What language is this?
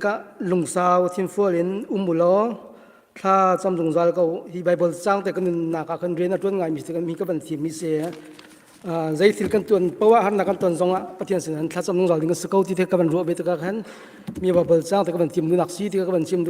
Hakha Chin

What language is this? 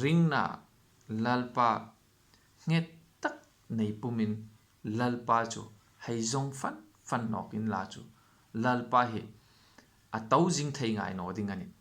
Hmar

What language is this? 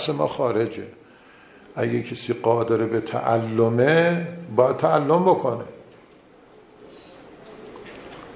Persian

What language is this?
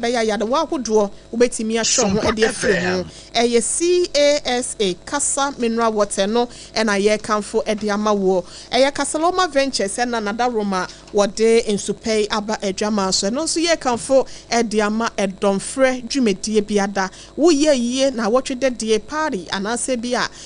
Akan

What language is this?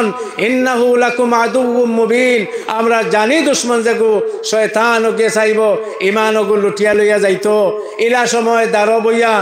Sylheti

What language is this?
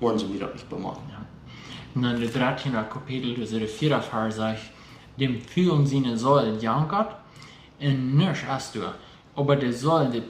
Plautdietsch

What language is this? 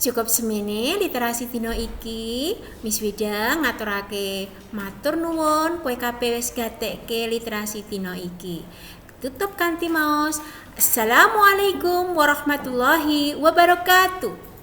Javanese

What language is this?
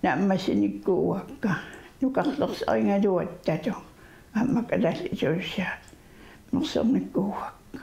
Kalaallisut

